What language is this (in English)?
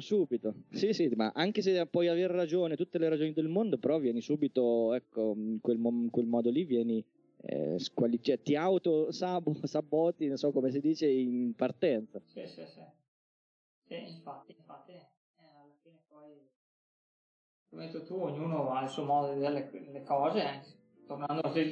Italian